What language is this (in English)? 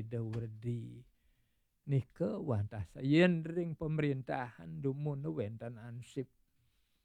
Balinese